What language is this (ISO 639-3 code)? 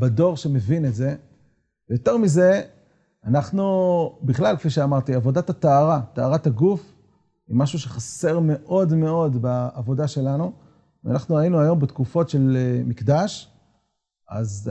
heb